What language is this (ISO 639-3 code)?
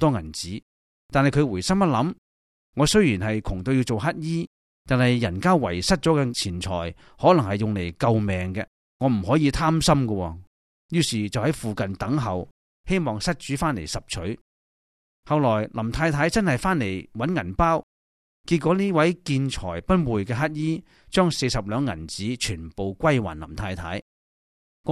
yue